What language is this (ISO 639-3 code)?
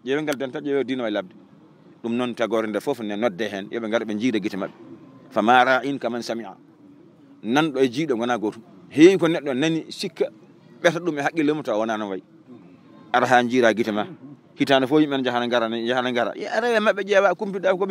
ful